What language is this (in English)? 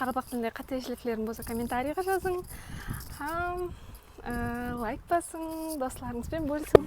Kara-Kalpak